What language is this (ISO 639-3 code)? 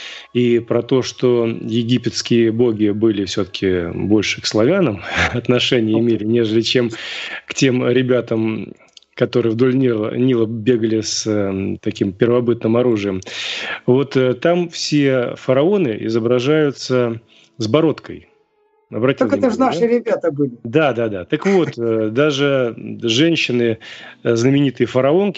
rus